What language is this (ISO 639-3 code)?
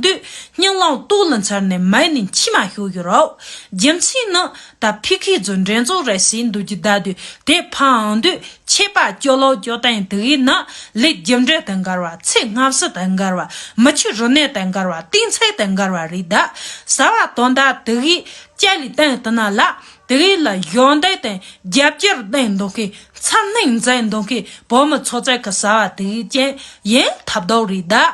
bod